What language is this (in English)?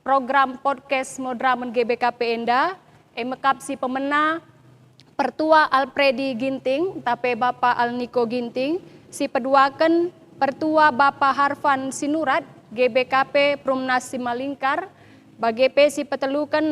Batak Karo